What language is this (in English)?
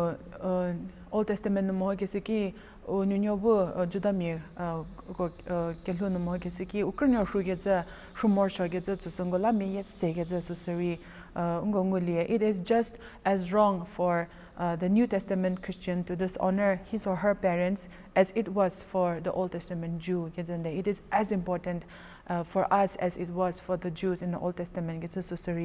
Angami Naga